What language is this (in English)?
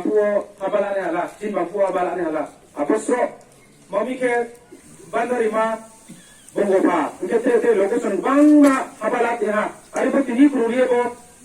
Riang (India)